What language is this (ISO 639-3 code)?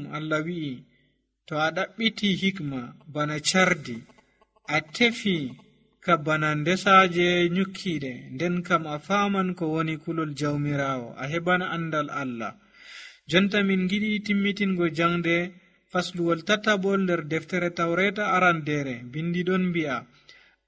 fuv